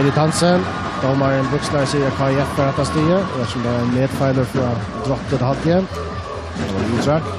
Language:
Faroese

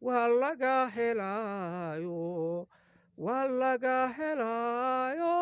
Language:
Somali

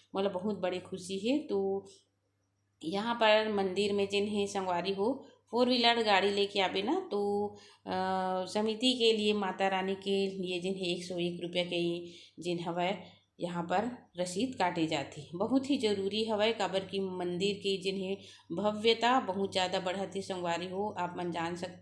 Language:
Chhattisgarhi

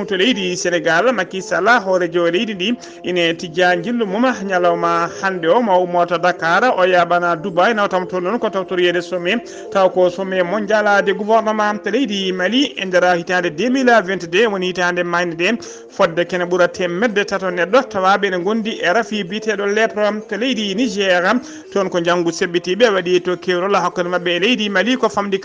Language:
Fula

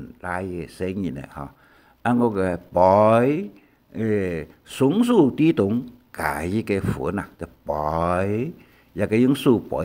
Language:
Hakka Chinese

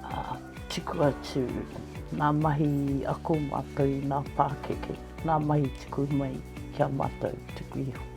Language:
Māori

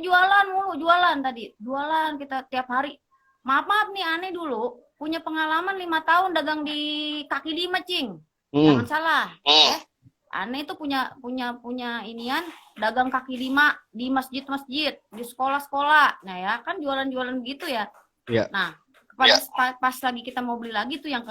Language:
Betawi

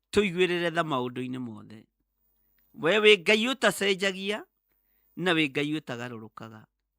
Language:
Kikuyu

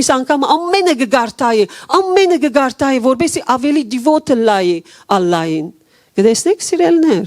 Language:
Western Armenian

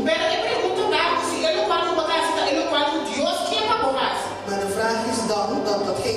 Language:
Papiamento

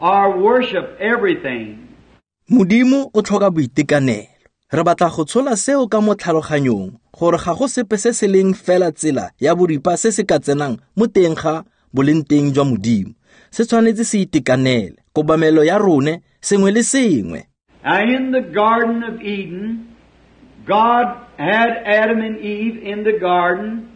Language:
Tswana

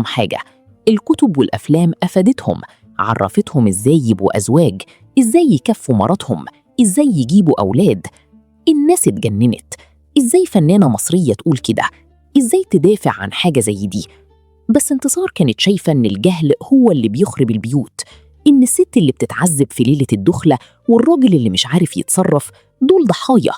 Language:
Egyptian Arabic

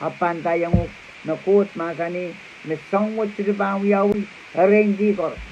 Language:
Pohnpeian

